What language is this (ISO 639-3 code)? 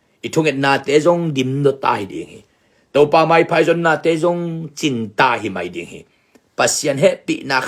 ctd